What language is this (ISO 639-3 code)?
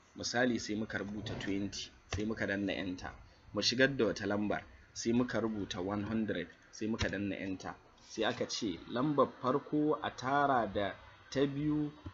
hau